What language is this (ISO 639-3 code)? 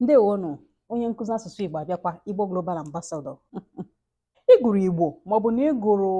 ibo